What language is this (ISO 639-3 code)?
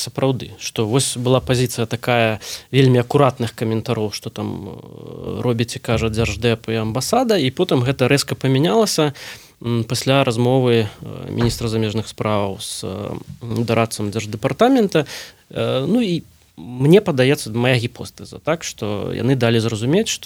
bel